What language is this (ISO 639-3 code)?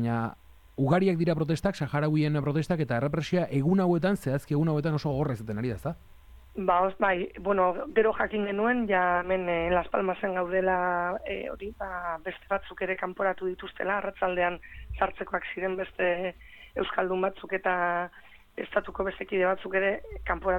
eus